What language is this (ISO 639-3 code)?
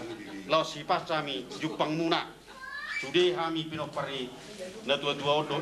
bbc